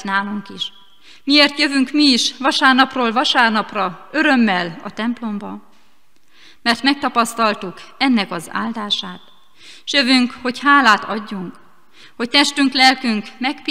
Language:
Hungarian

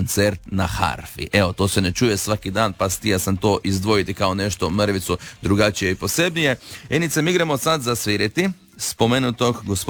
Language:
Croatian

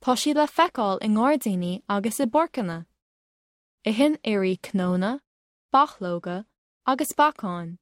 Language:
Irish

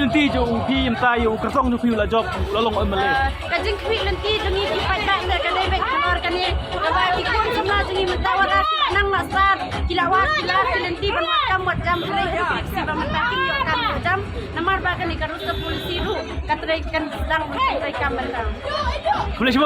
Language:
Khasi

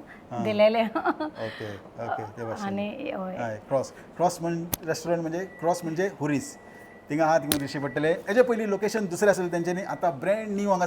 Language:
Konkani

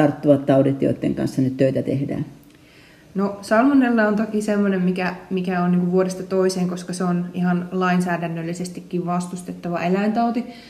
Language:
Finnish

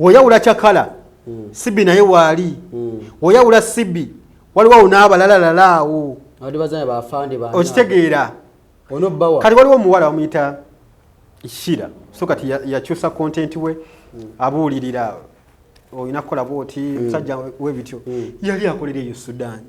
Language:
Ganda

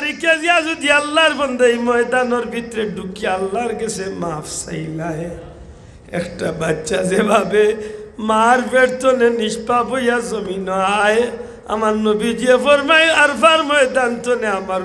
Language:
Sylheti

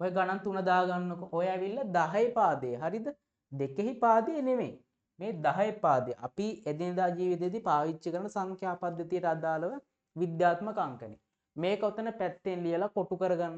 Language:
Sinhala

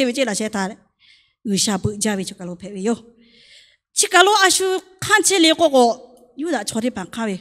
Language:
Lahu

